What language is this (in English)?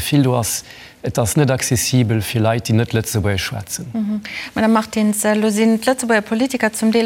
Luxembourgish